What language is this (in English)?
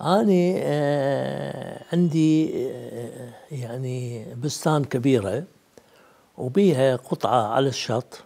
Mesopotamian Arabic